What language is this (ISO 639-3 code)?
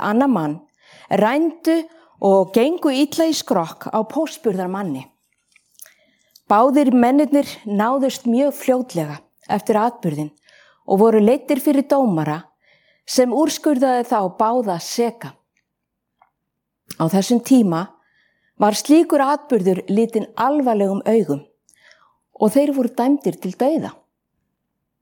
isl